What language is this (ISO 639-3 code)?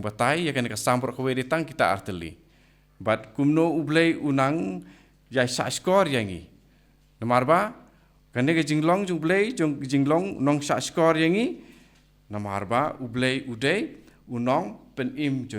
kha